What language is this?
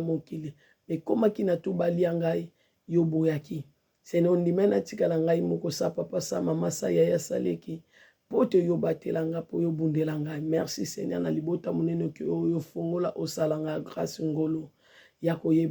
Lingala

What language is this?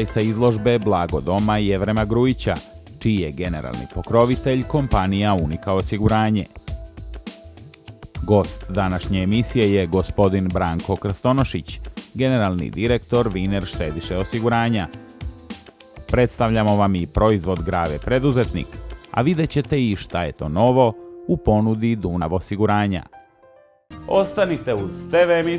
Serbian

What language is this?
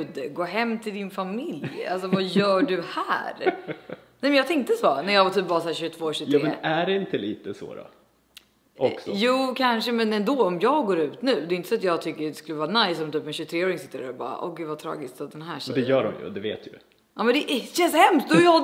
Swedish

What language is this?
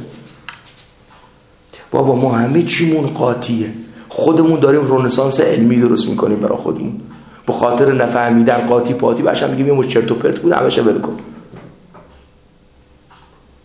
Persian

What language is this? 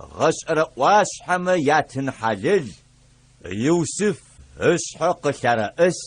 Adyghe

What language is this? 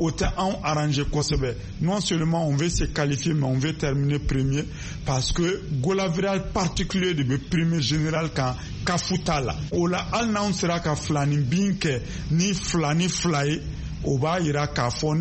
Bambara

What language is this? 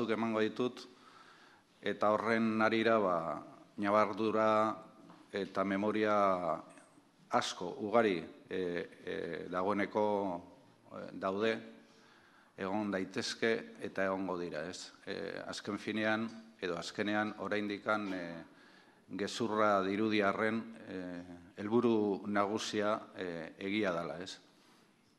Basque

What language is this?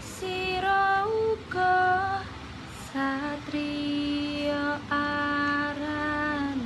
Javanese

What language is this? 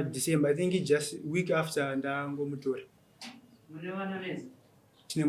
Shona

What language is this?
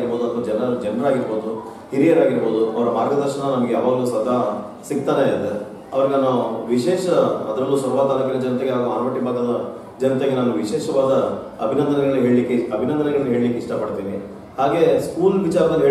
Kannada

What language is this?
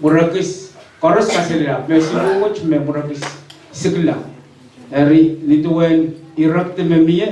Pohnpeian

